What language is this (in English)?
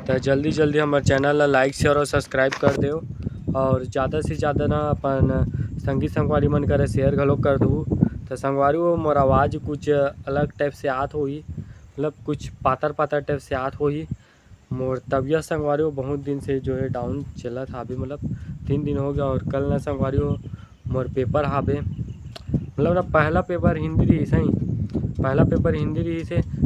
Chhattisgarhi